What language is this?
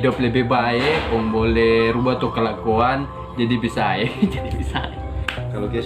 Manado Malay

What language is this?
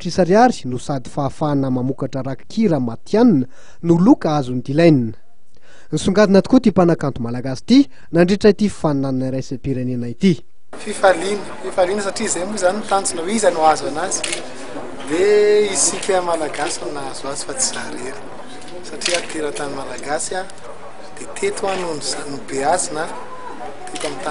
Malagasy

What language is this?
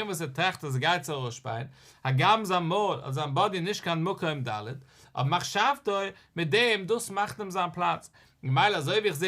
Yiddish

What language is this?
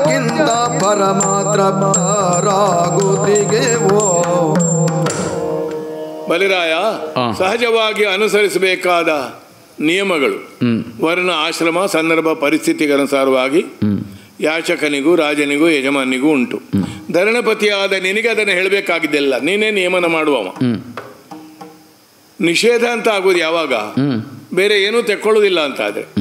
Kannada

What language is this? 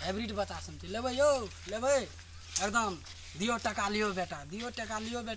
Maithili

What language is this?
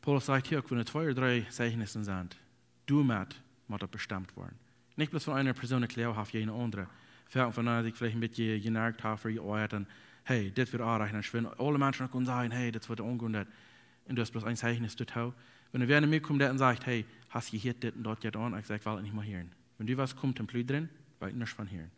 Plautdietsch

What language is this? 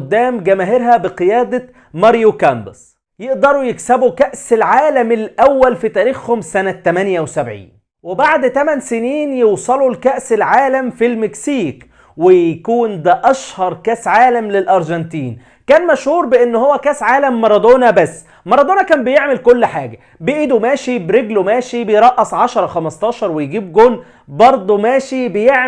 Egyptian Arabic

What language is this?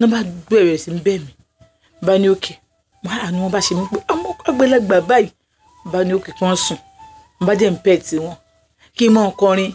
Yoruba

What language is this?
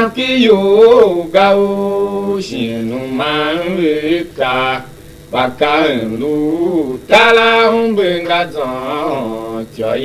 Tiv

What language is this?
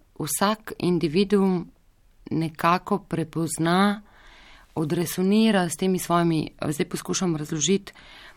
Slovenian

